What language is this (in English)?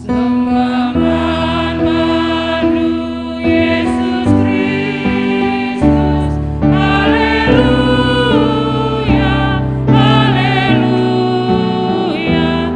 Batak Karo